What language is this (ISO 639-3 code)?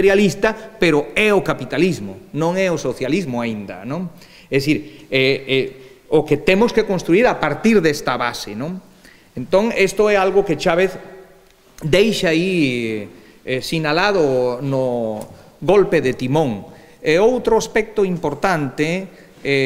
glg